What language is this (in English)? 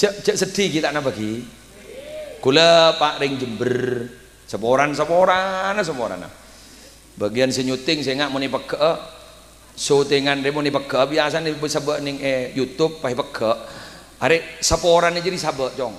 Madurese